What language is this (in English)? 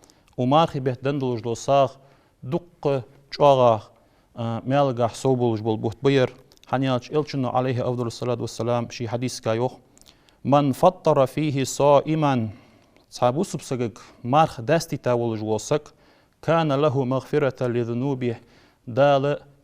Ingush